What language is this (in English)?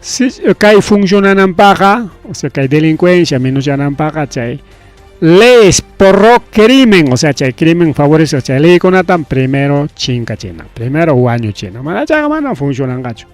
Ayacucho Quechua